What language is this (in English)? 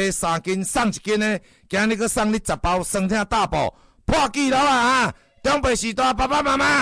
Min Nan Chinese